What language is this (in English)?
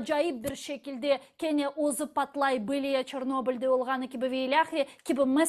Crimean Tatar